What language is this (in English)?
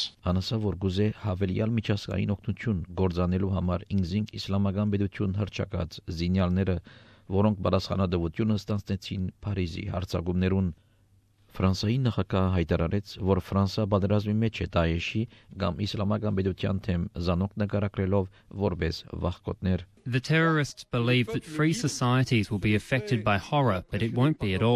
Armenian